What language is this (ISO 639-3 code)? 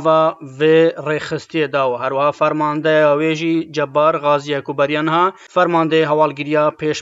kur